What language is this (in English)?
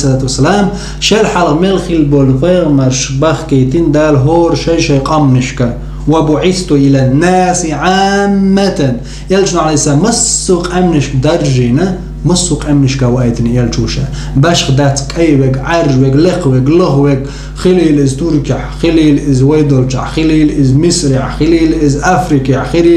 Chechen